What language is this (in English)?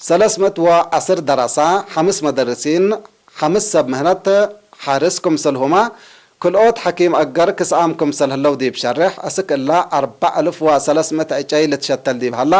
Tigre